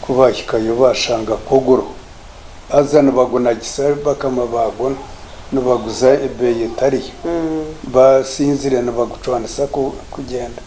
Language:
Nyankole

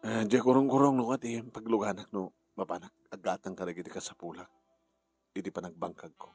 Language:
Iloko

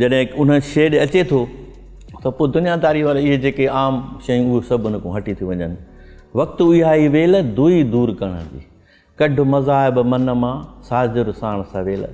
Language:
Sindhi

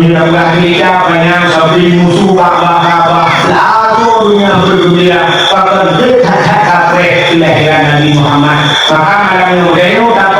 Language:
Achinese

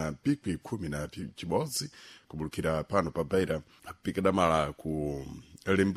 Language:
Sena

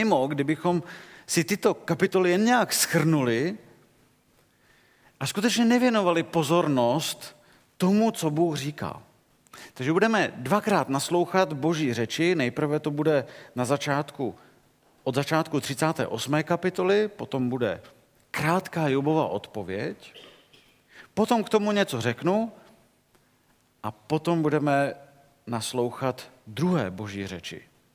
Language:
Czech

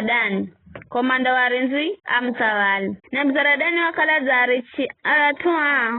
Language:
Giryama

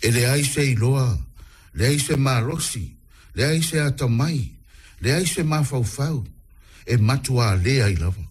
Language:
Samoan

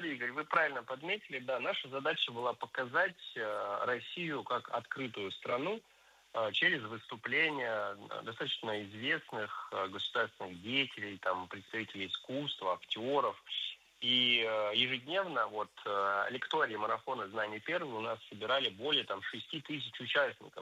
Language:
Russian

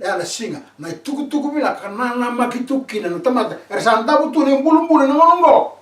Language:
Fijian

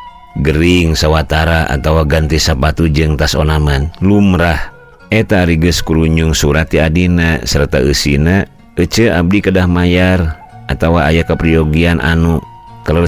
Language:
Sundanese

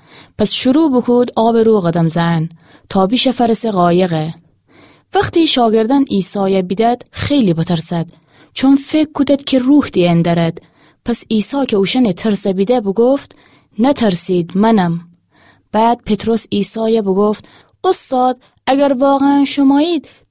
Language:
Gilaki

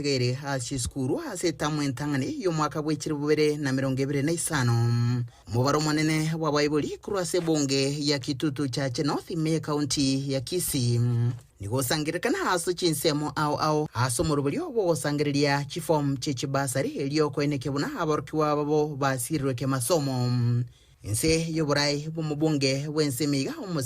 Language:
Gusii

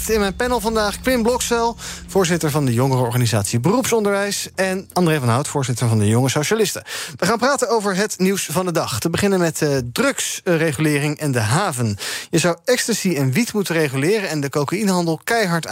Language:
Dutch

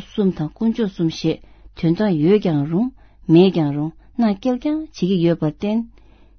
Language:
Tibetan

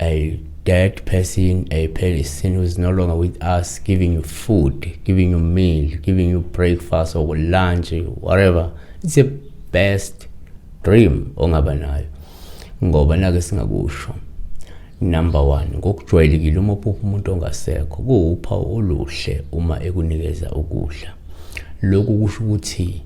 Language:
Zulu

